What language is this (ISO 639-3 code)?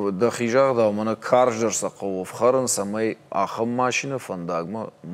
oss